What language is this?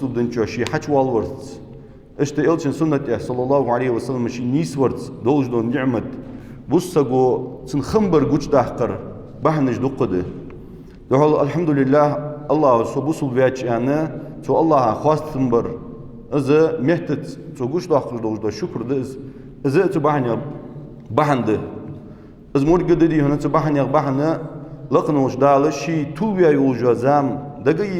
Ingush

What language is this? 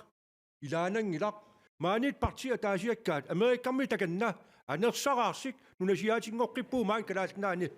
Kalaallisut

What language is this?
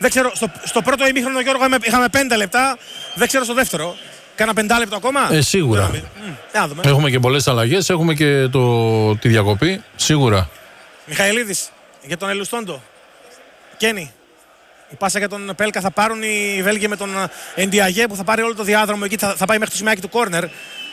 Greek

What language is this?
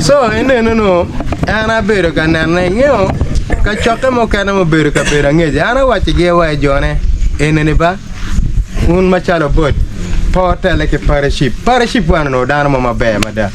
Acoli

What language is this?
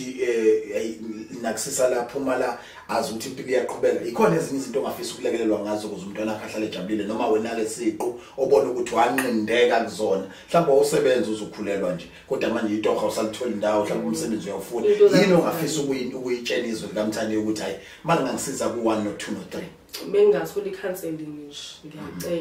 Zulu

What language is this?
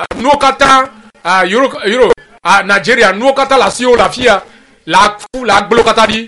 Ewe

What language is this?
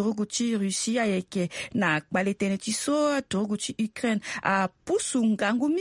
Sango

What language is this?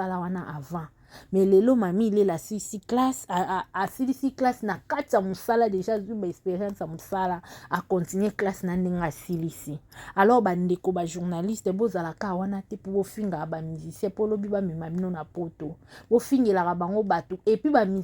Lingala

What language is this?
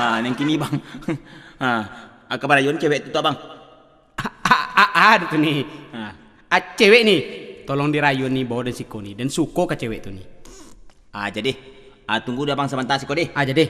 Minangkabau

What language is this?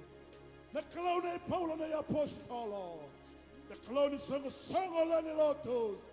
Fijian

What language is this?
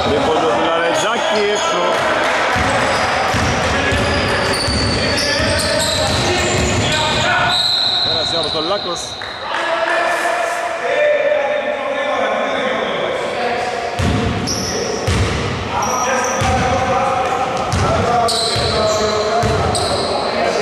Greek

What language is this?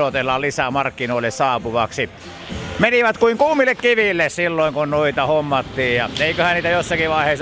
Finnish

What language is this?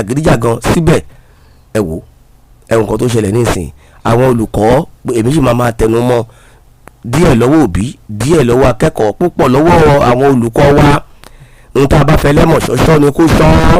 Yoruba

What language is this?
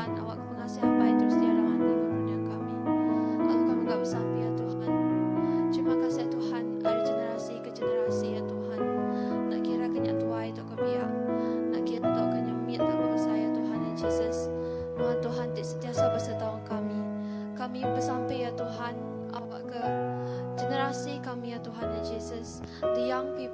Iban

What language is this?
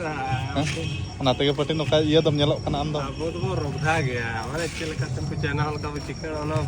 Santali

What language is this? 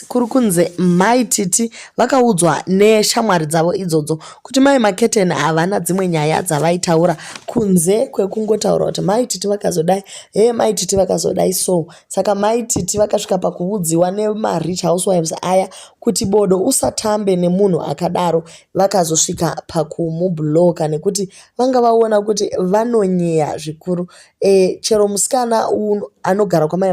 Shona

